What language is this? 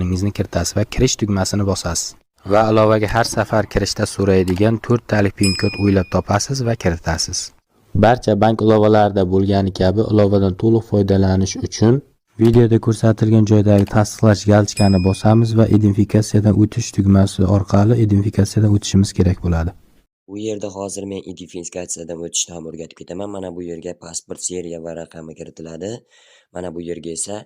Uzbek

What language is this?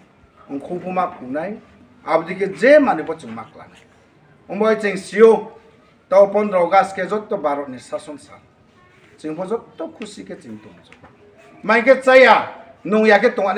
Riang (India)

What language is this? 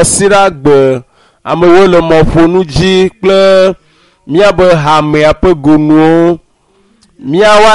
Ewe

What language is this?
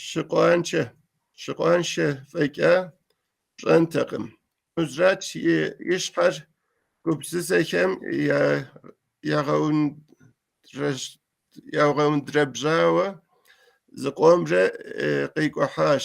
Kabardian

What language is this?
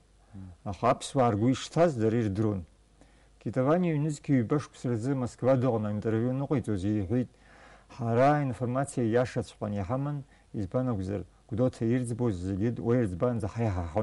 Abkhazian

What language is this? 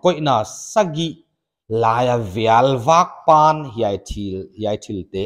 Paite Chin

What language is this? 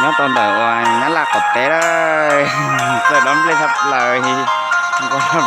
Hmong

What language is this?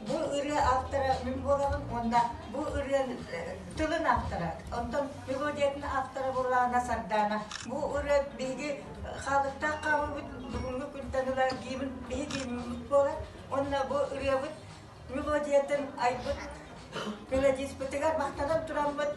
Yakut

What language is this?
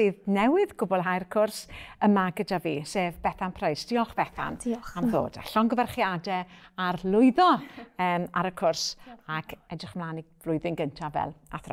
Welsh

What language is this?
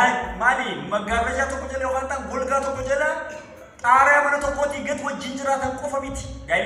Oromo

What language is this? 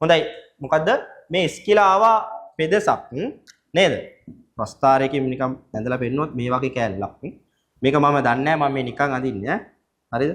Sinhala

